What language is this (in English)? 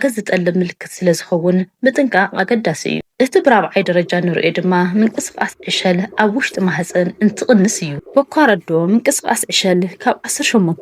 Tigrinya